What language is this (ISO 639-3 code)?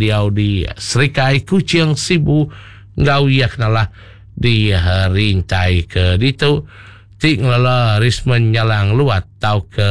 iba